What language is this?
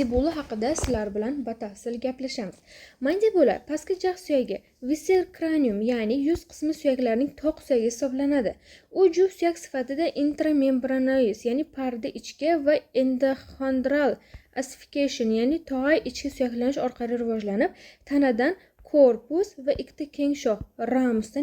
Uzbek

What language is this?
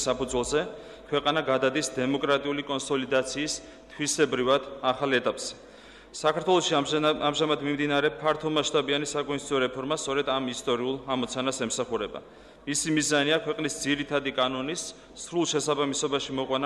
Georgian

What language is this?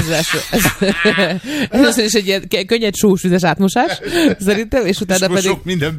Hungarian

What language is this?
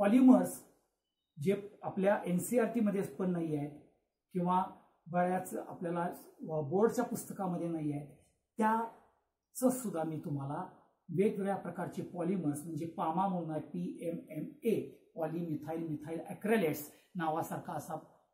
Marathi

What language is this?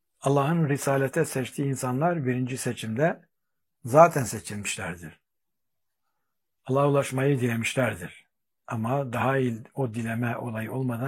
Turkish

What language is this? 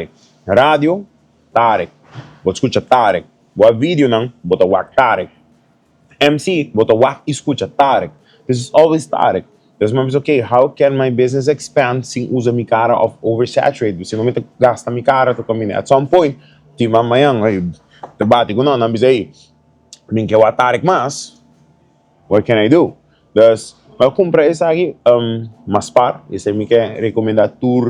Papiamento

